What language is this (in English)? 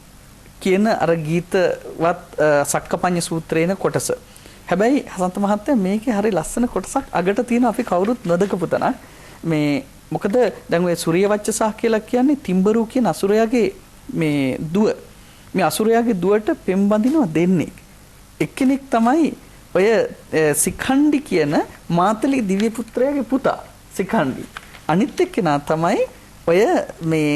Sinhala